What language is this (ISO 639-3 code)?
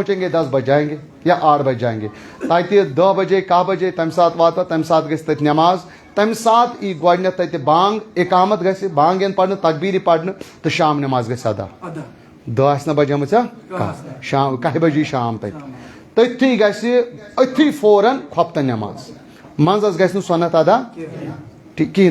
kas